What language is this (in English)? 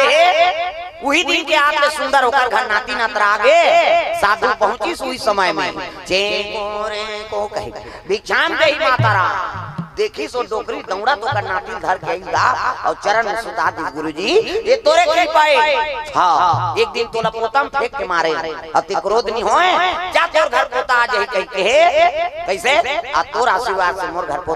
Chhattisgarhi